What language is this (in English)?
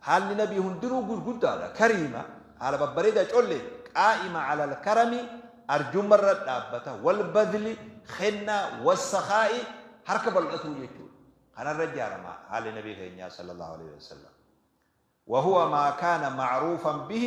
Oromo